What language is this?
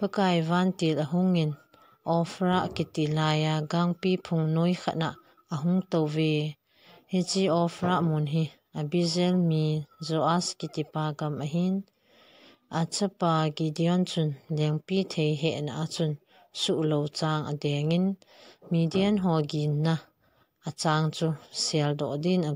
Thado Chin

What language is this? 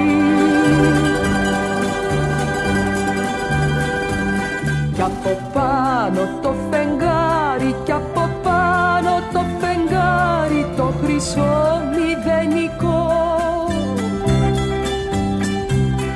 Greek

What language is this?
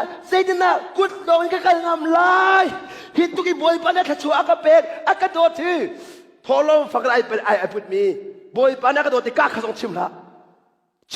Hakha Chin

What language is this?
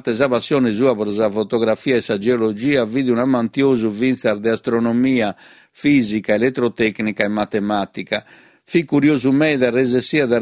Sardinian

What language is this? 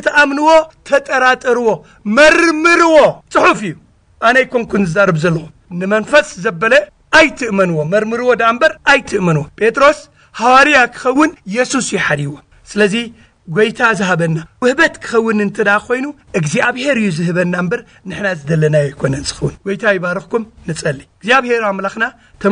Tigrinya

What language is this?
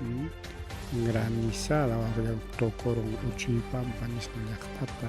Ayacucho Quechua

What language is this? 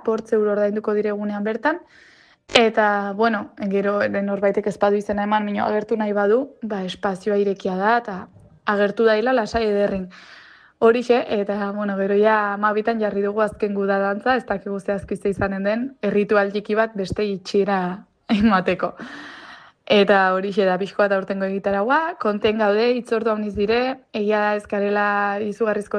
Basque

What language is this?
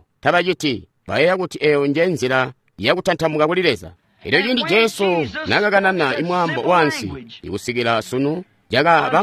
Tonga (Zambia)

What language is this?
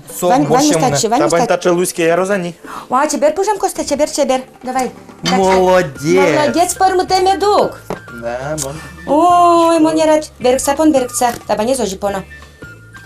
Udmurt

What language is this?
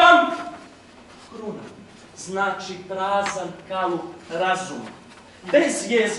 Serbian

